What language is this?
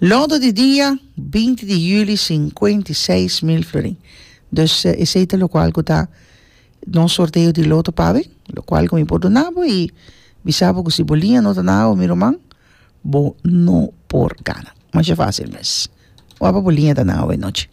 Papiamento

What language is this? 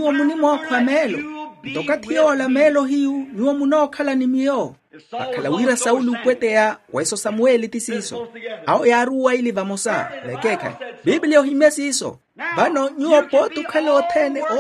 Makhuwa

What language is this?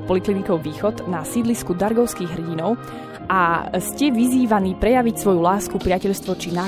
Slovak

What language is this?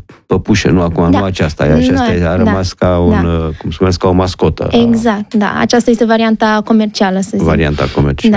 Romanian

